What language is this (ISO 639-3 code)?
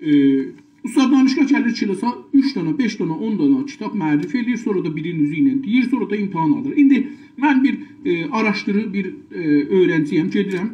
azb